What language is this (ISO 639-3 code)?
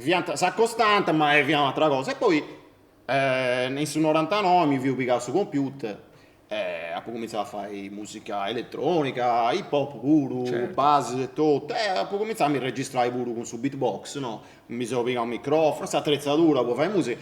srd